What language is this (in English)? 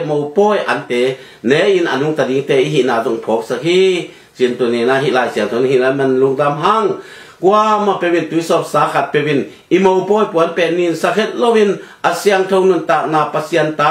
Tedim Chin